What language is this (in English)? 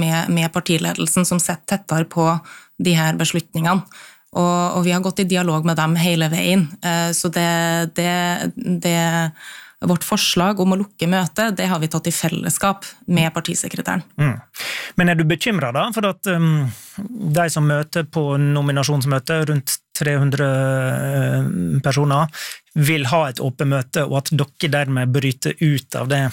Norwegian